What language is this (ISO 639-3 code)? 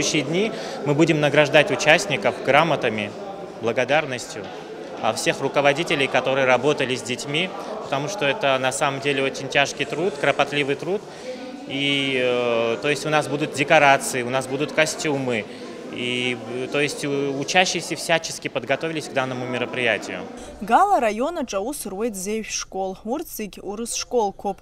abk